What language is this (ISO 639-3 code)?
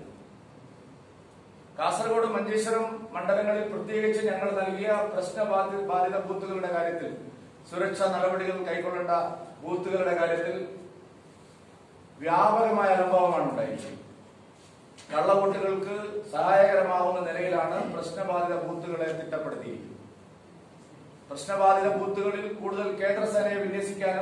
mal